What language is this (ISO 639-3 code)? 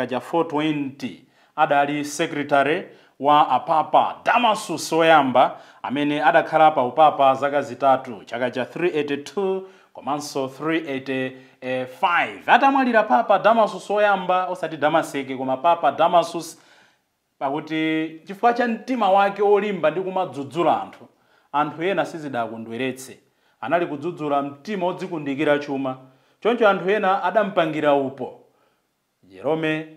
nya